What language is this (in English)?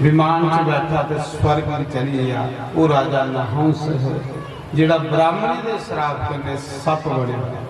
Dogri